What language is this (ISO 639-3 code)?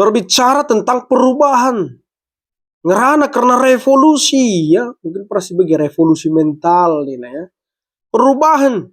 btx